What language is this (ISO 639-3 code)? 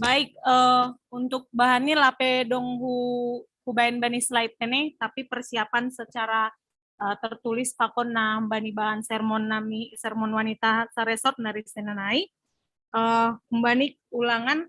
bts